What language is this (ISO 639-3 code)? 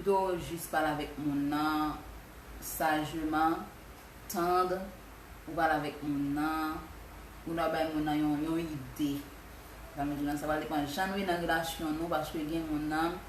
hat